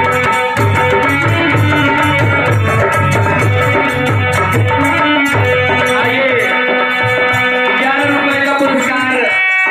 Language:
Bhojpuri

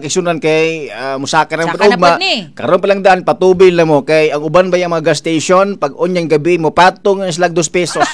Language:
Cebuano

